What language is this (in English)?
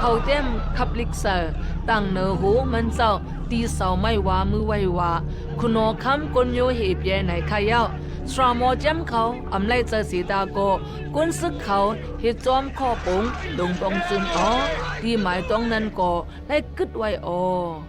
Shan